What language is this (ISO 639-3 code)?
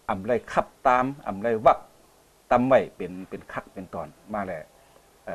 shn